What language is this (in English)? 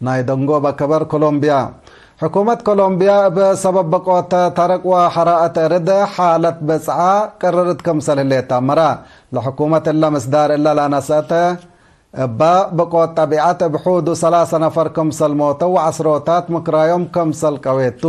Tigre